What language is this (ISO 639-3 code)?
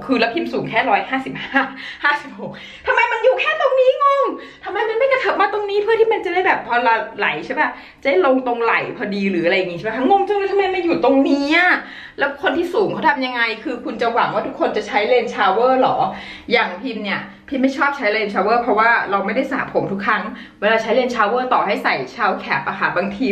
tha